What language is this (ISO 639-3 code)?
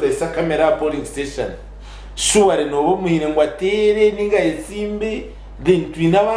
nyn